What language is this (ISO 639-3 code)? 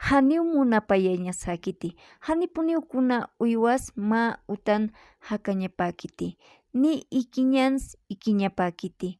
aym